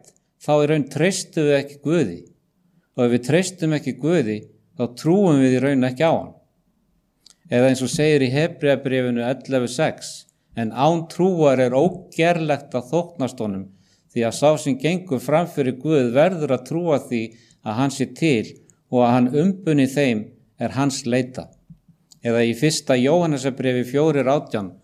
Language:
Icelandic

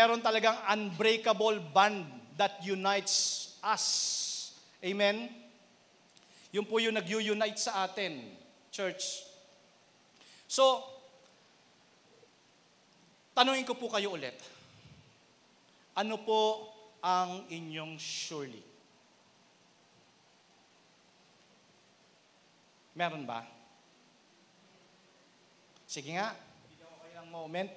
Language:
Filipino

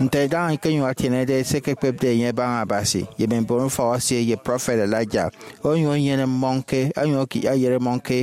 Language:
Efik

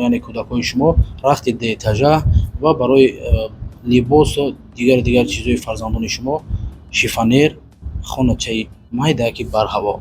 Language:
Tajik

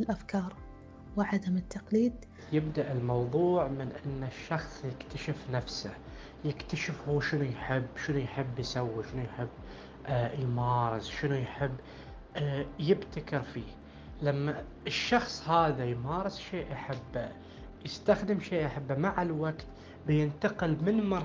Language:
Gulf Arabic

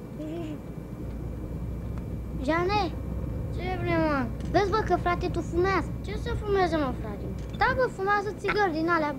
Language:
Romanian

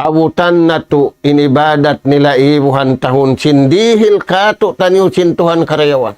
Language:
Tausug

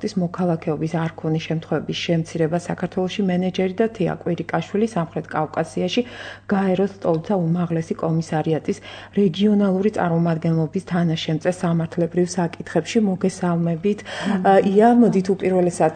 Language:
Georgian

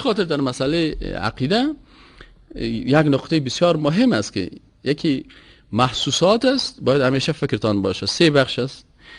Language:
Persian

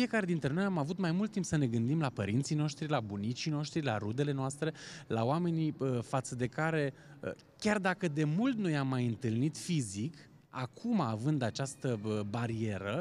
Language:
Romanian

